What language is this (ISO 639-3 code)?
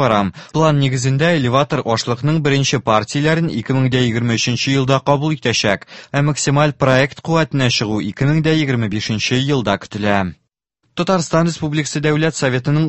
tat